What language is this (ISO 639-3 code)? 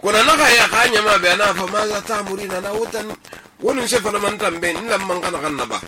sus